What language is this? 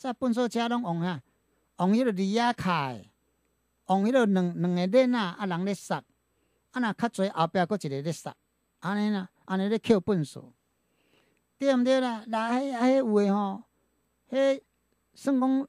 Min Nan Chinese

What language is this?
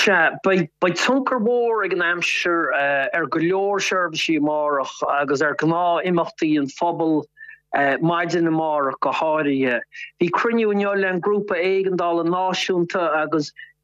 Irish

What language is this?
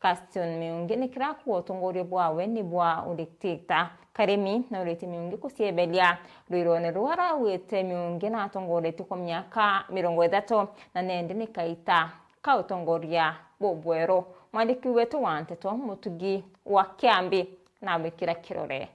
Meru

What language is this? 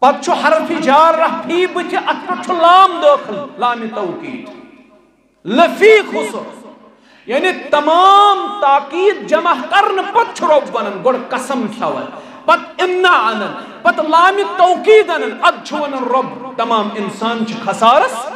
Kashmiri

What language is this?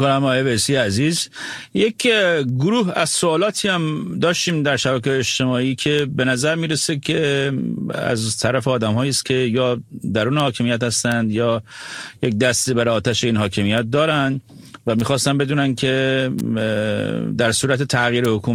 Persian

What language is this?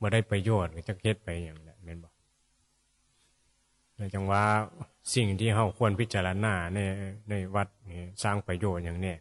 Northeastern Thai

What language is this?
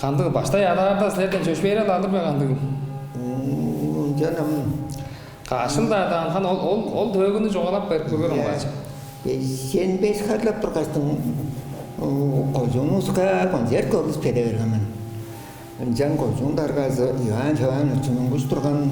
Tuvinian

